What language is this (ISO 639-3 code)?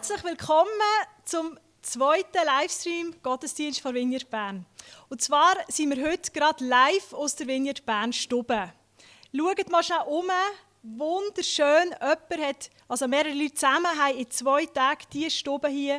gsw